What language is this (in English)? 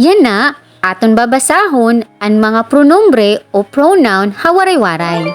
Waray